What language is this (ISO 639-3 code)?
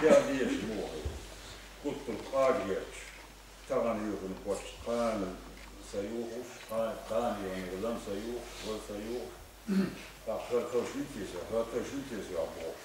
che